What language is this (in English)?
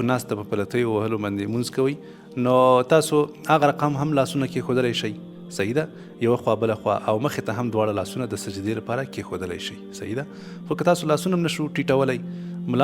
Pashto